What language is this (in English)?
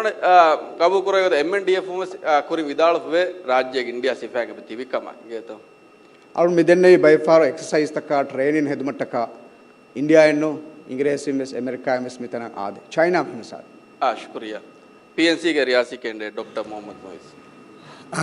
Divehi